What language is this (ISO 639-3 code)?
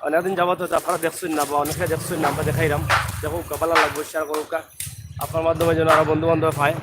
syl